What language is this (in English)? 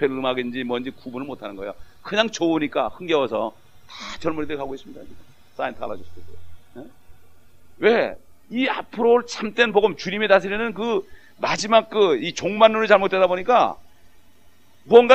Korean